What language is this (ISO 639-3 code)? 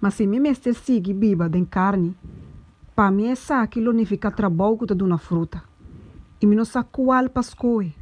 pap